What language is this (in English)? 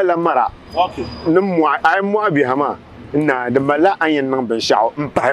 Dagbani